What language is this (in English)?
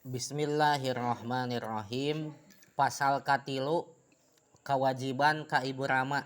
Sundanese